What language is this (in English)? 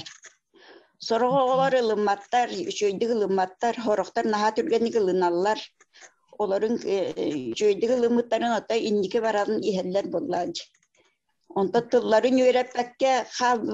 Yakut